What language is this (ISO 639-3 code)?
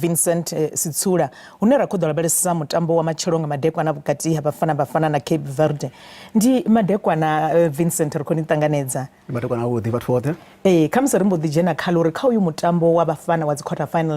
ven